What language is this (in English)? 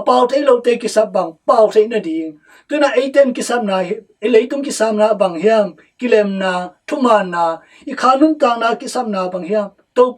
Tedim Chin